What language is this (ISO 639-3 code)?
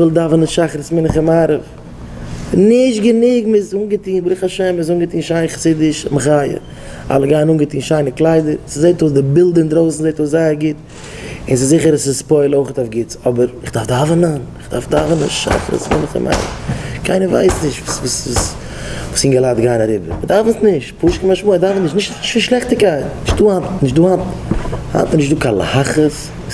yid